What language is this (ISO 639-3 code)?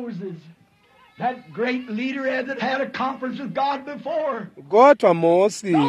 ssw